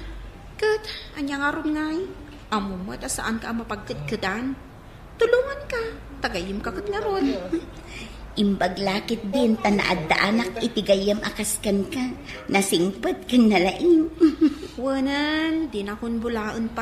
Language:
Iloko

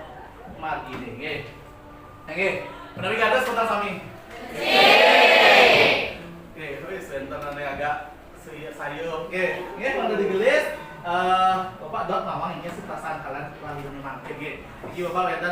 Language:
Balinese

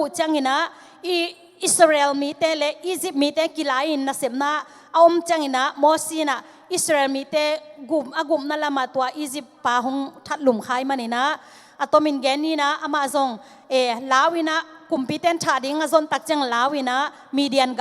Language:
Tedim Chin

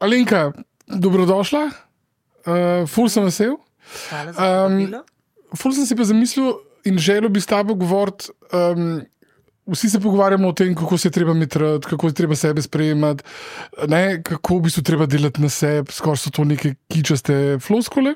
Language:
Slovenian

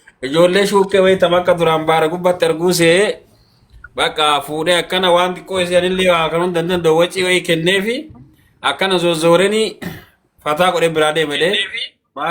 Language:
Oromo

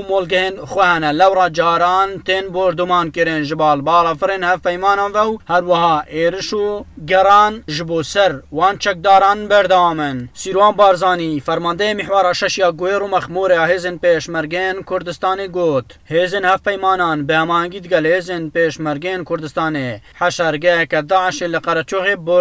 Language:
Kurdish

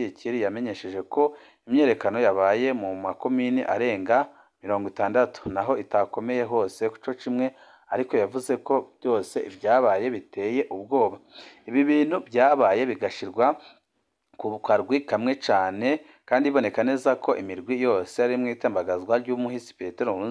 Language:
Rundi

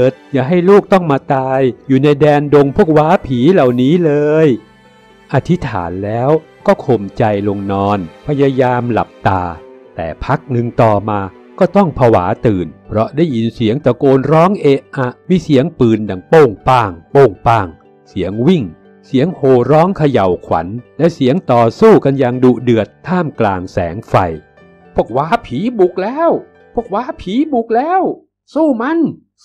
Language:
Thai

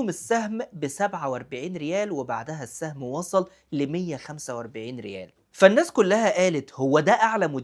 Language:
Egyptian Arabic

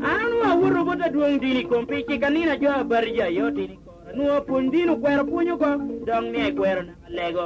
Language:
Lango (Uganda)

